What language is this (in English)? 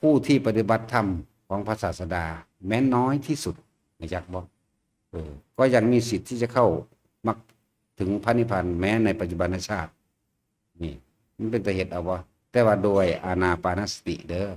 Northeastern Thai